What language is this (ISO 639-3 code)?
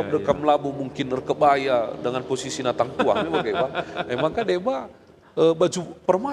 btx